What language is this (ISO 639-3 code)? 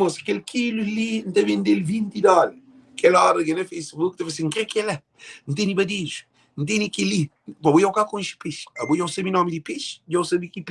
kea